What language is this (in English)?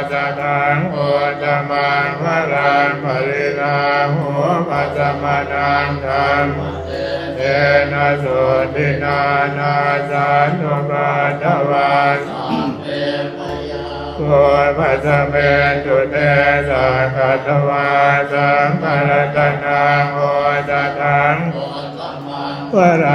Pali